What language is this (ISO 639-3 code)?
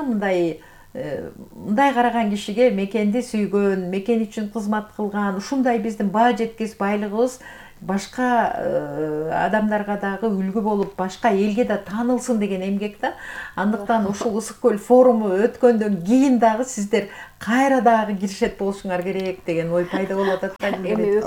kir